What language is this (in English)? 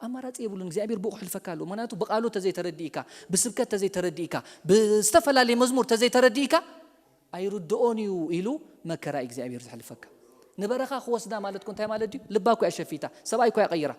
Tigrinya